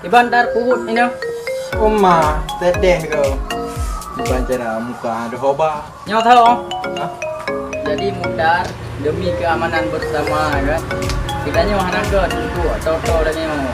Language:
Achinese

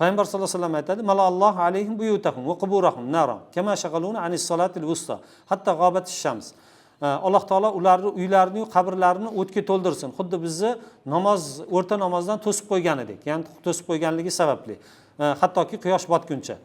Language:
Uzbek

